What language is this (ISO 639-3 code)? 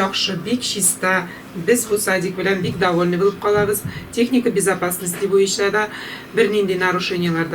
tat